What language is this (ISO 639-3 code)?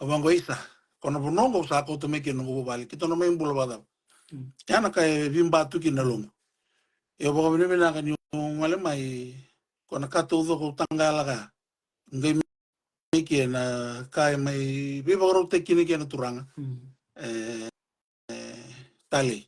fij